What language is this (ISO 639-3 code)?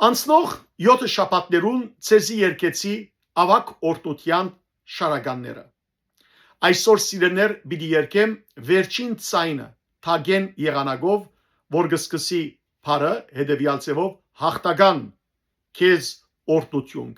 hyw